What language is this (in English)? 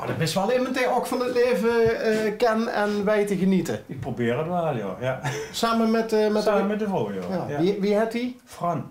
Limburgish